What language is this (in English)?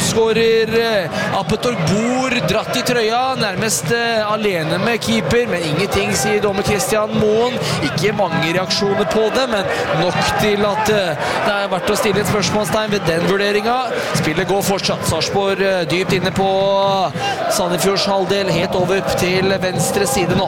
Norwegian